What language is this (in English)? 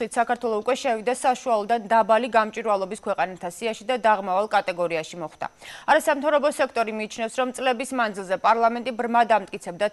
Georgian